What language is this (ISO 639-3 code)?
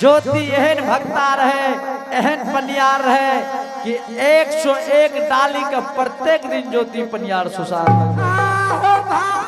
anp